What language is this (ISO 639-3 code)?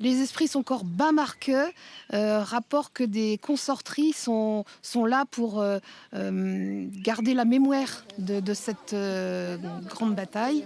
bre